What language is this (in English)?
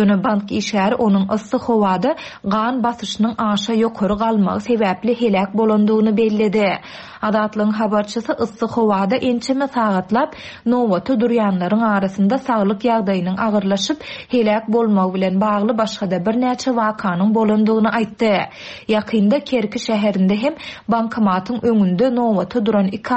Turkmen